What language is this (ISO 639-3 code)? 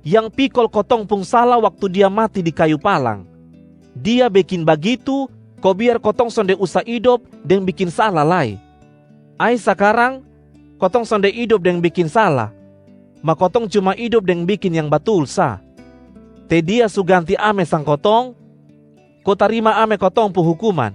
mkn